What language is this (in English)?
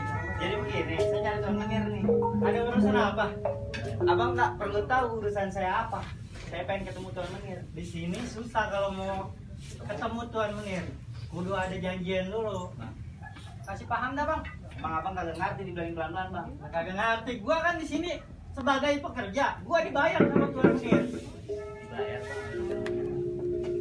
Betawi